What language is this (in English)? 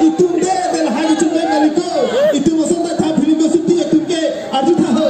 Karbi